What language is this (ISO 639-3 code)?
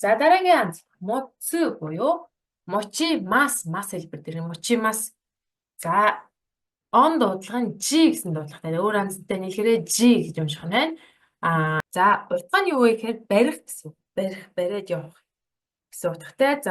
mon